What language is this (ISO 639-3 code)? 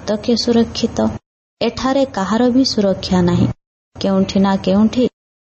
ori